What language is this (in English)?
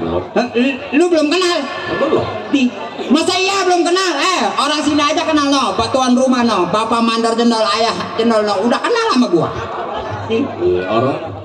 Betawi